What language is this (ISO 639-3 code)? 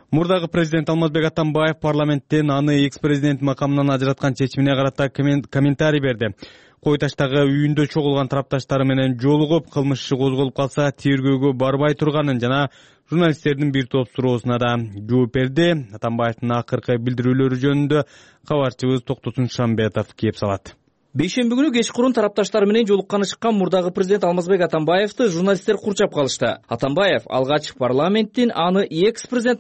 kir